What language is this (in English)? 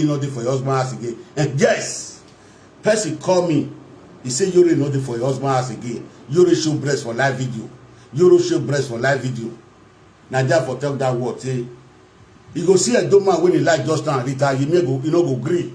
Nigerian Pidgin